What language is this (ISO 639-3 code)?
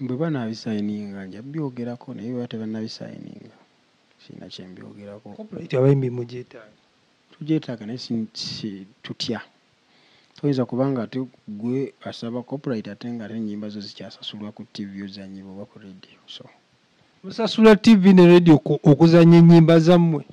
lug